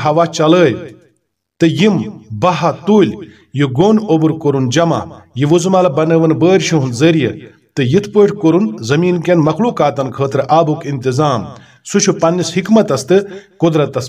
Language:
Kashmiri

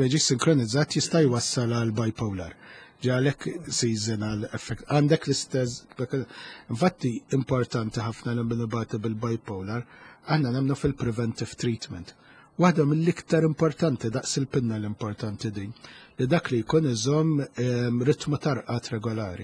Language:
Maltese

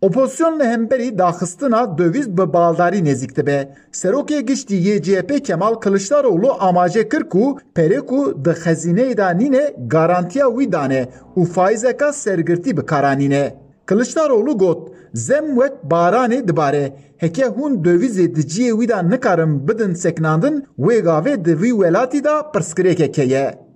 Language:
Kurdish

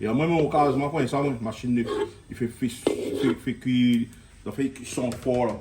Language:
Réunion Creole French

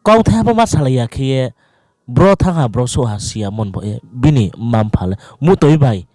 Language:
Riang (India)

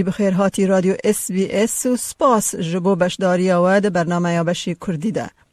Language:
Kurdish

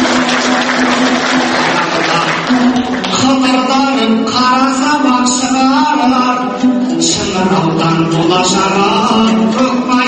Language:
Kazakh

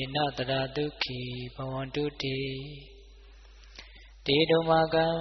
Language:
Burmese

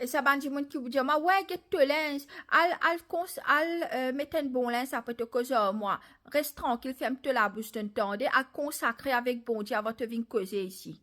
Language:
Morisyen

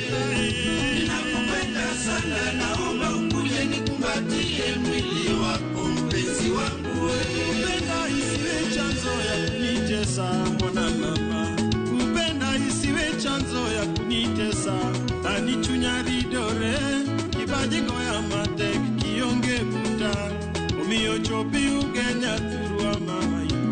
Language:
Luo (Kenya and Tanzania)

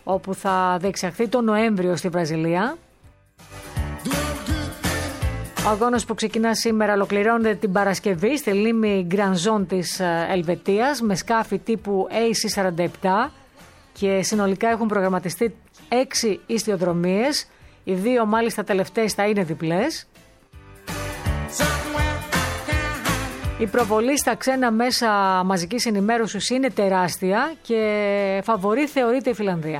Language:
Greek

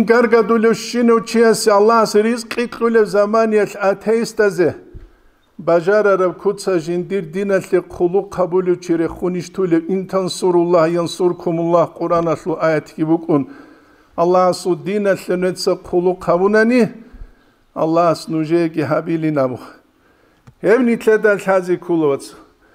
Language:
Avaric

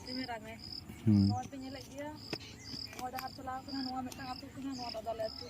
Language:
Santali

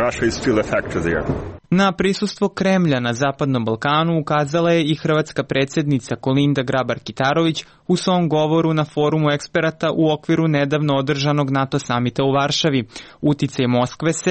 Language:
Serbian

